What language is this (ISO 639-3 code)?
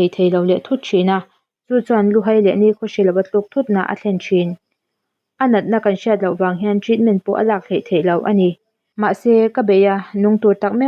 lus